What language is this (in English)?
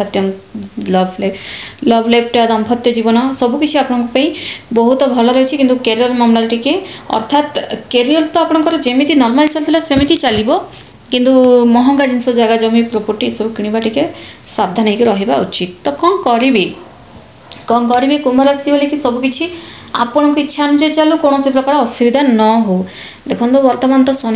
Odia